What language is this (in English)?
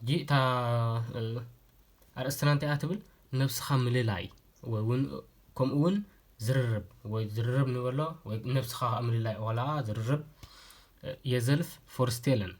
Tigrinya